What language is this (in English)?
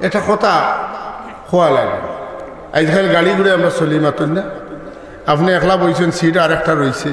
Sylheti